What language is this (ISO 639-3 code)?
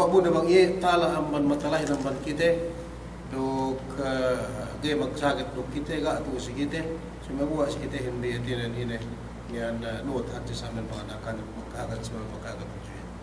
yka